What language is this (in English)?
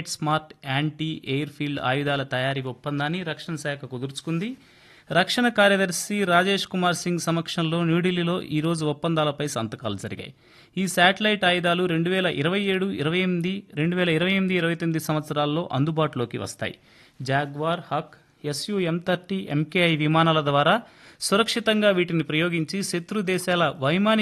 Telugu